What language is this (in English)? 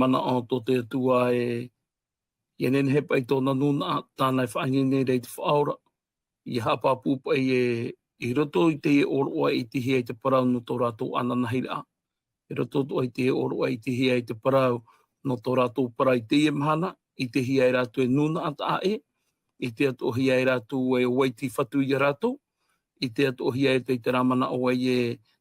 Tahitian